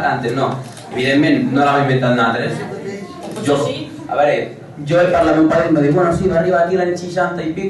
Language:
Catalan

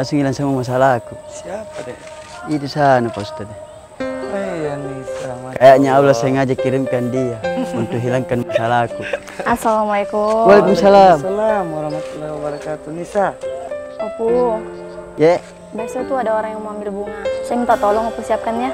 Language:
Makassar Malay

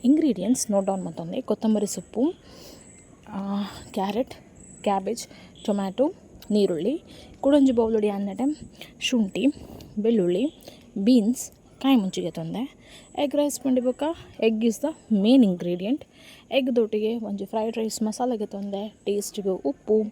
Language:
Tulu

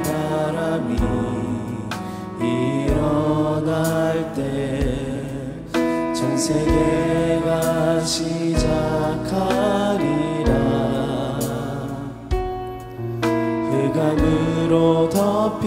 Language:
Korean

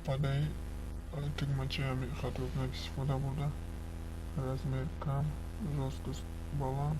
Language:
Tajik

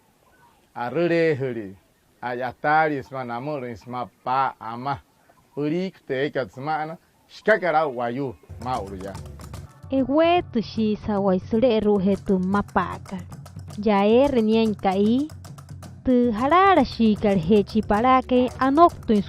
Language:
Wayuu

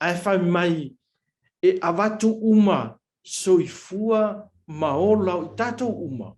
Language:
Samoan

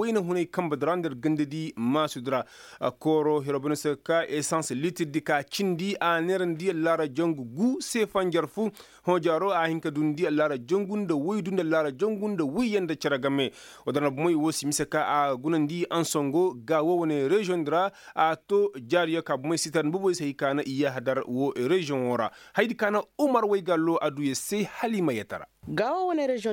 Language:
Koyraboro Senni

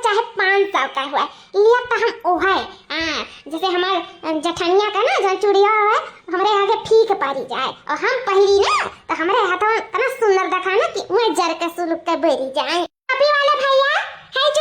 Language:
Awadhi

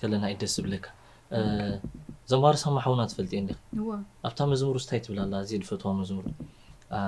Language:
Tigrinya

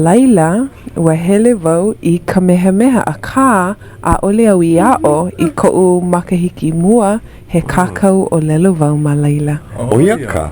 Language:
Hawaiian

